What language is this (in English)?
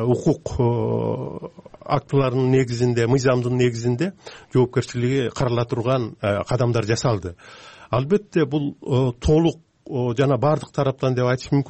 Kyrgyz